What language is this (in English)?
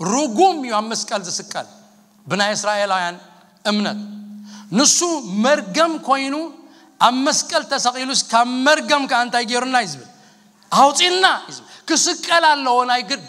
Tigrinya